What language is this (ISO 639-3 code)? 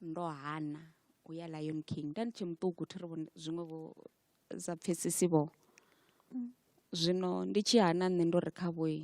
ven